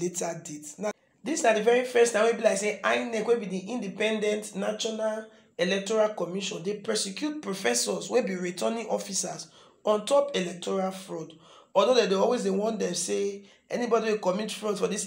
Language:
Nigerian Pidgin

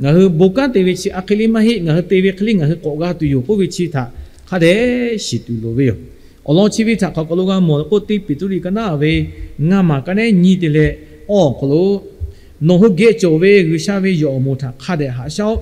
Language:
Lahu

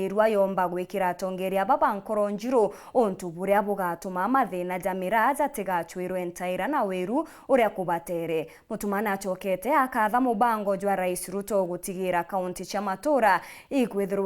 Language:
Meru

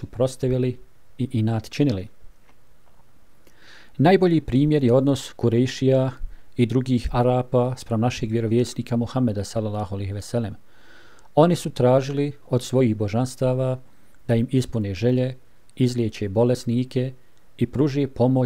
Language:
Bosnian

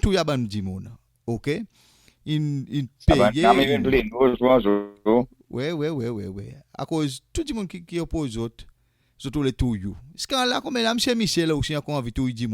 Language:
Seselwa Creole French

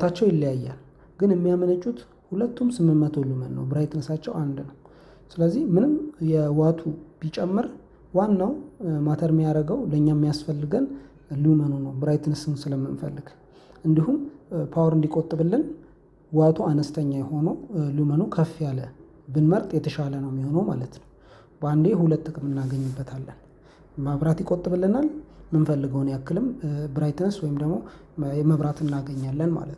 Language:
Amharic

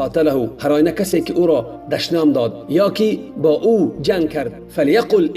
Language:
Tajik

